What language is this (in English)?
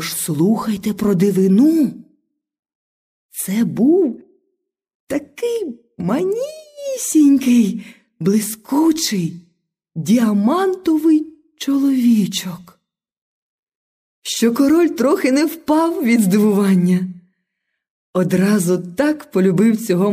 Ukrainian